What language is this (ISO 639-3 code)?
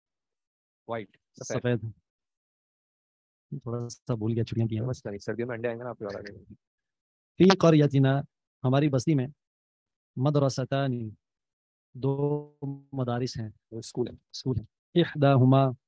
urd